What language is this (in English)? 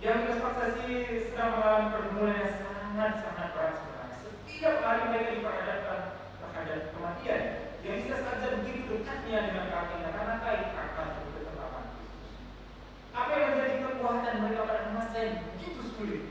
Batak Karo